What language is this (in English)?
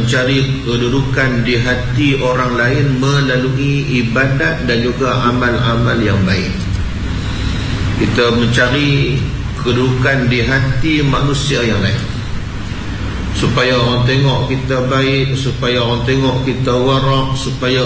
Malay